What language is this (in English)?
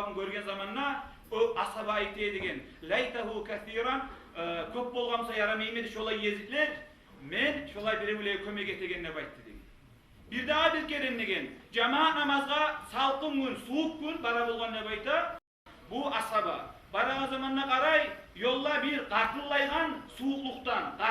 Kumyk